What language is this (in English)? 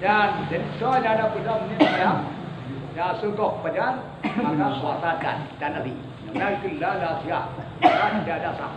Achinese